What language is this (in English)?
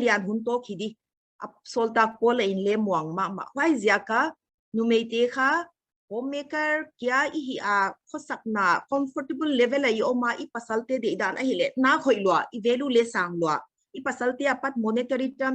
Paite Chin